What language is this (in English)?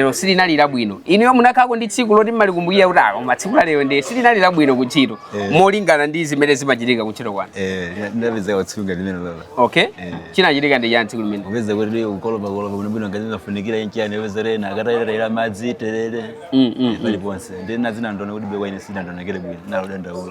Nyanja